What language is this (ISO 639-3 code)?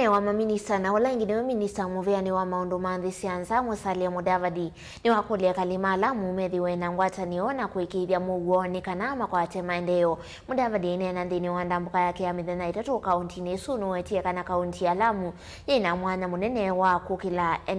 kam